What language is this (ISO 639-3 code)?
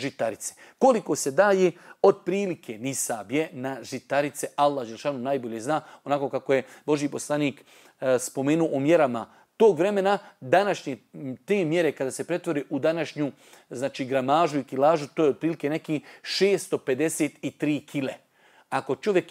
bos